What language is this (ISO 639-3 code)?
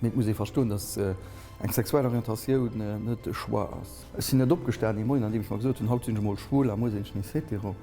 ltz